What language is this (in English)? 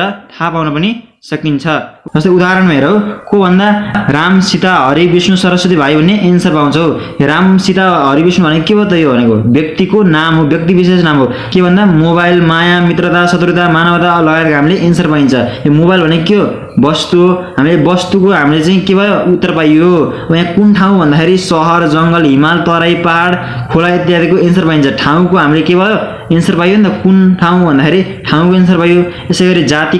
Nepali